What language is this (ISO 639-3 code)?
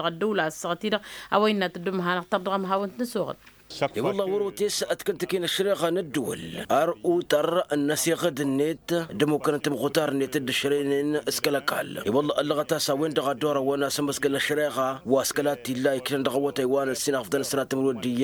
taq